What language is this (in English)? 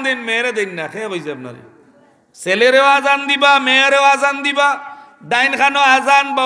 Sylheti